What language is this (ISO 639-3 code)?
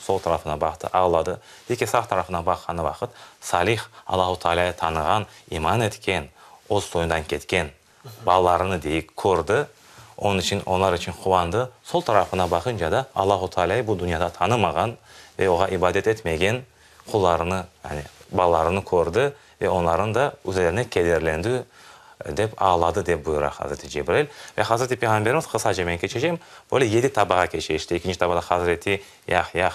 crh